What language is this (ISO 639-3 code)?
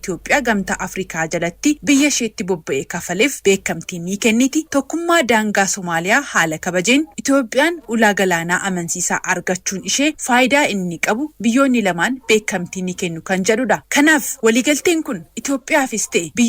orm